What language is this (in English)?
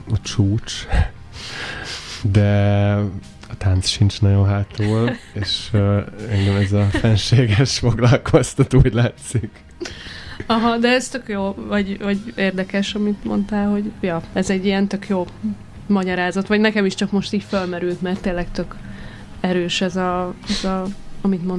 Hungarian